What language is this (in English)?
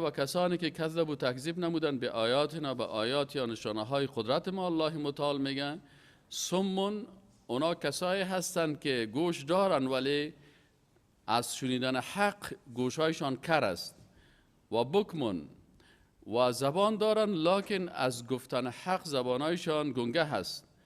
Persian